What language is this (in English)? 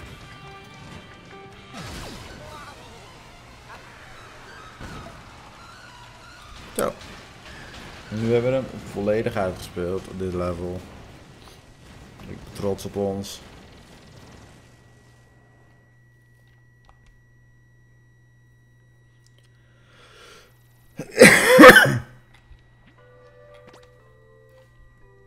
Dutch